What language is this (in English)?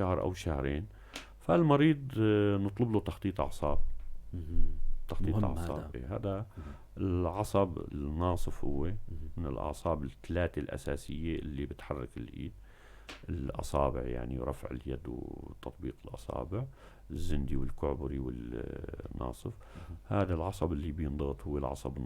North Levantine Arabic